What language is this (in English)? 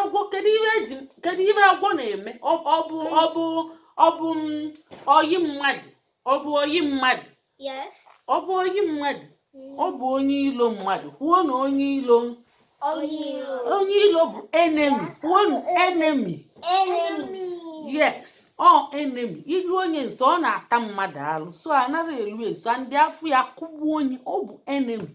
Igbo